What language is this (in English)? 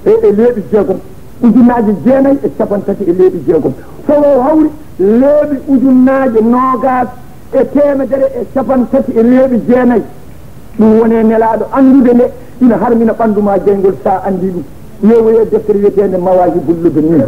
Fula